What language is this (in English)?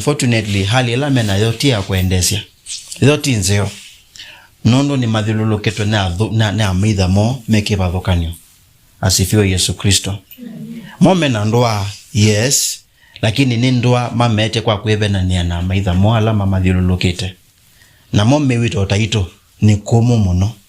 Kamba